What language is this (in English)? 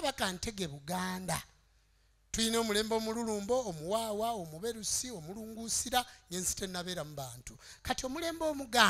Ganda